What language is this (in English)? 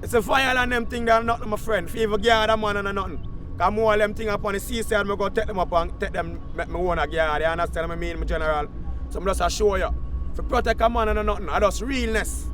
Jamaican Creole English